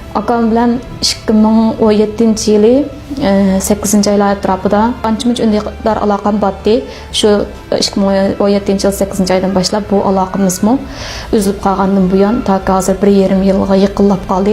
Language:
Uyghur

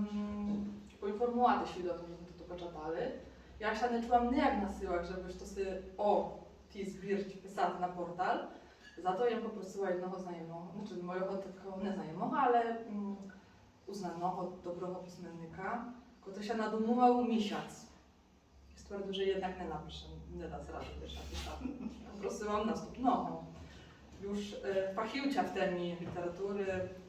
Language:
Rusyn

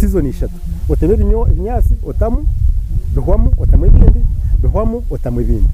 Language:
Nyankole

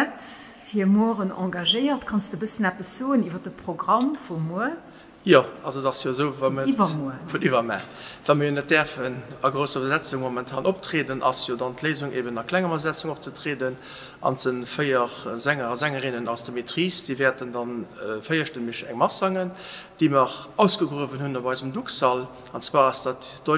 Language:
Luxembourgish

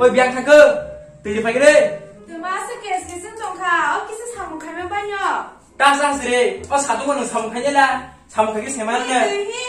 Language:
Kok Borok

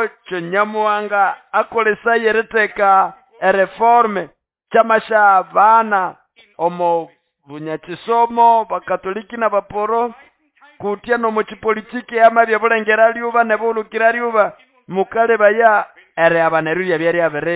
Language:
Nande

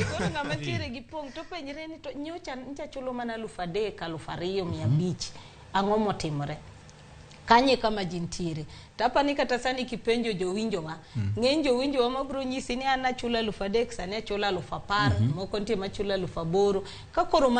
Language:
Luo (Kenya and Tanzania)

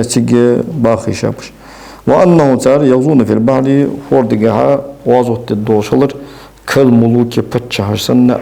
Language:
Ingush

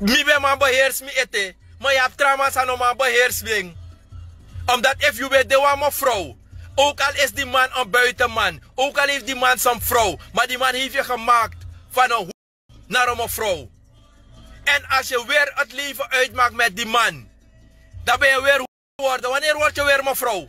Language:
Sranan Tongo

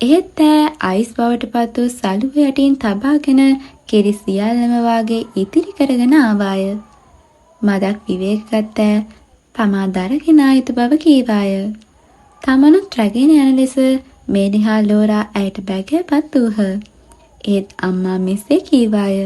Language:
Sinhala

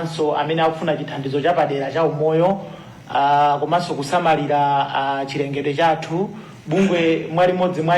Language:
Nyanja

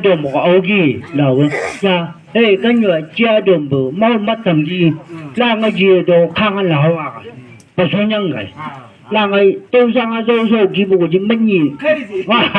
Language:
Chang Naga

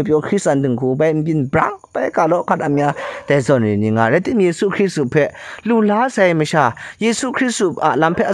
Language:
Kachin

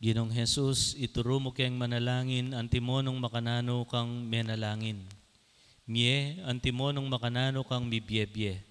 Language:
Pampanga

